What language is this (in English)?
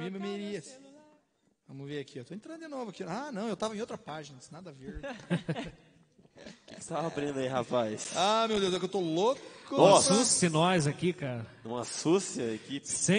Portuguese